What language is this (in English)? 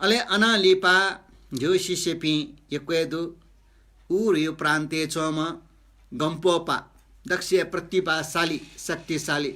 Newari